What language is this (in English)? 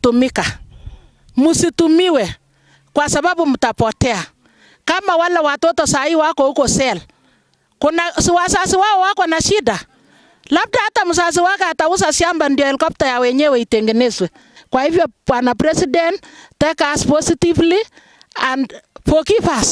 Gusii